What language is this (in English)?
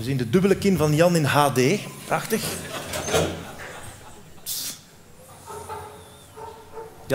Dutch